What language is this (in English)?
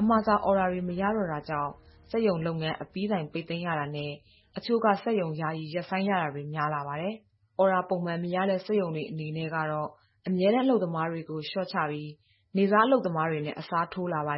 Burmese